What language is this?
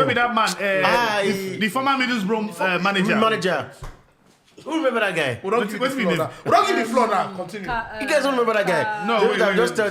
Nigerian Pidgin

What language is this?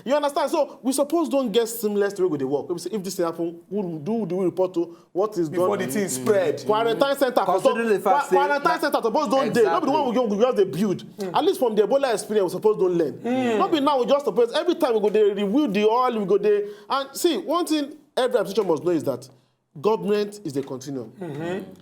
Nigerian Pidgin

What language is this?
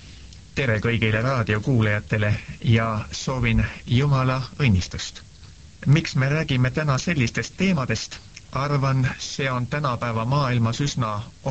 Estonian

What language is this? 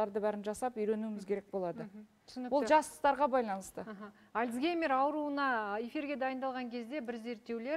Kazakh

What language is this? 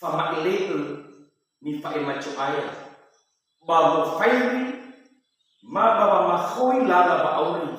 Nias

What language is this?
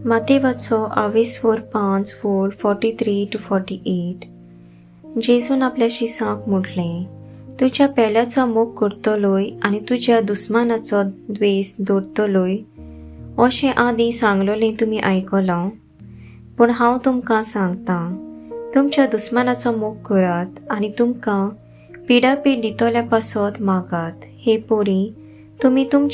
Konkani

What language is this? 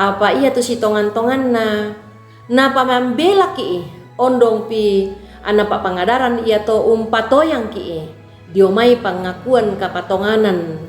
Toraja-Sa'dan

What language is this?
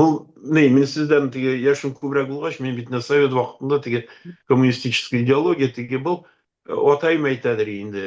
Bashkir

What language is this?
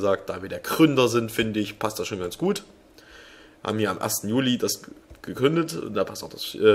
German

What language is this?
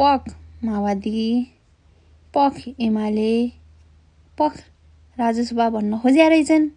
Nepali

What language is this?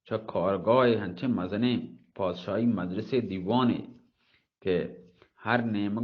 Baluchi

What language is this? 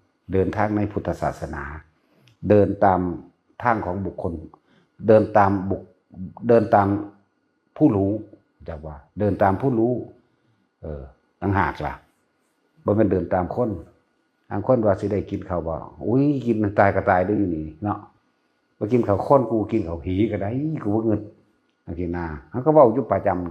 Northeastern Thai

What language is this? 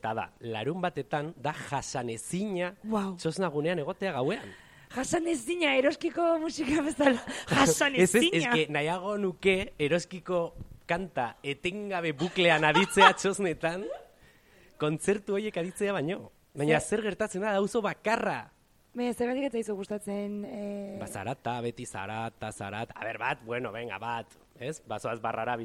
Basque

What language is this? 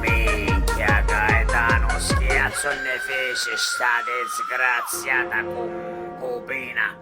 Sicilian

